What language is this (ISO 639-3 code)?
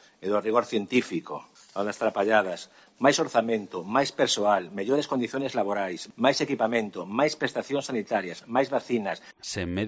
glg